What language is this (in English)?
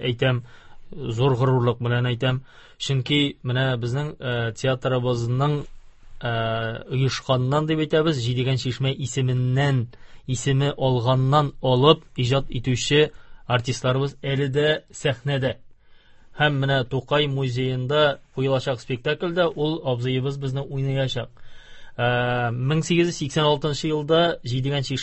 Tatar